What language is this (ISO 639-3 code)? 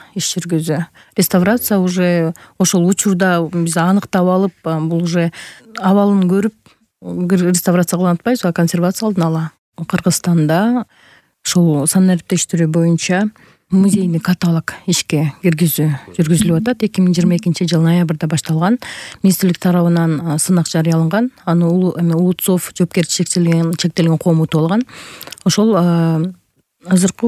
kir